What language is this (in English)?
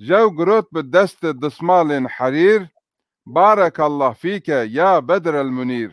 Zaza